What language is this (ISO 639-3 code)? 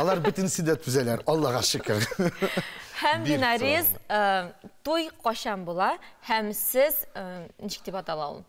tat